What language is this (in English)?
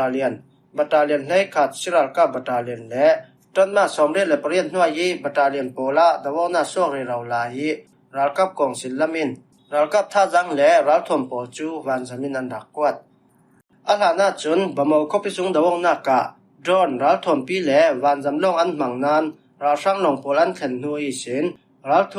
Falam Chin